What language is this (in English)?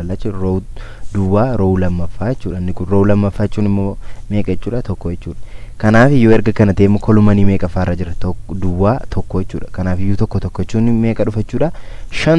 Oromo